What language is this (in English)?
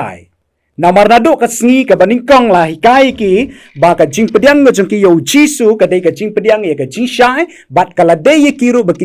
Khasi